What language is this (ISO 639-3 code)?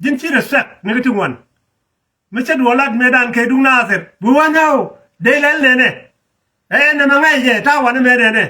nus